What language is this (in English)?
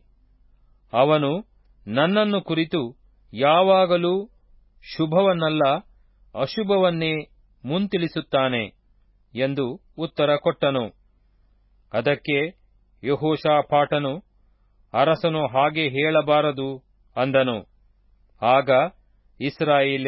Kannada